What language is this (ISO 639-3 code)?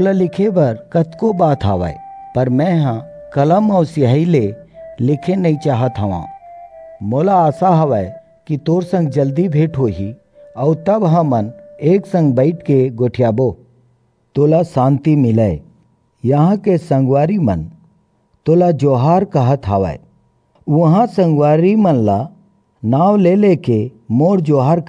hne